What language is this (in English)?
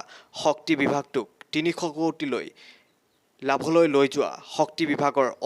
Assamese